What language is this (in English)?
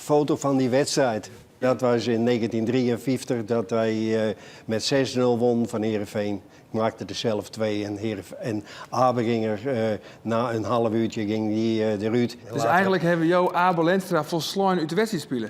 Western Frisian